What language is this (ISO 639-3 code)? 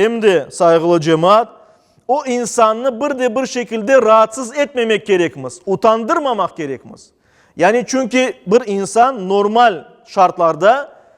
crh